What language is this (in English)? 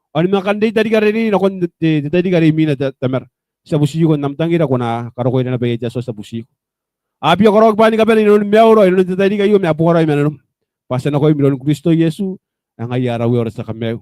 Gilbertese